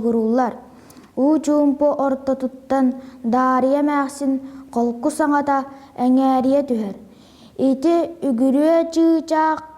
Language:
Yakut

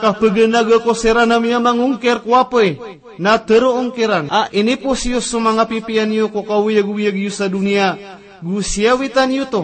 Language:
Maranao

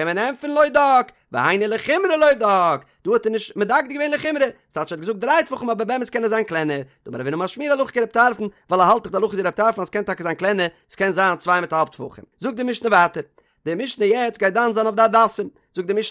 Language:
Yiddish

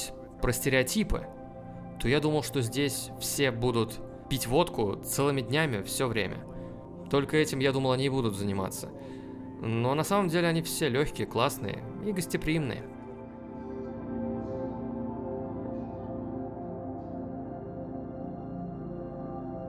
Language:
Russian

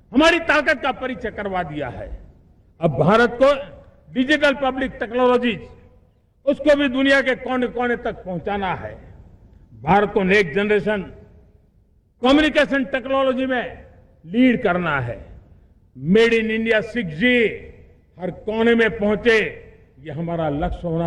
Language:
Hindi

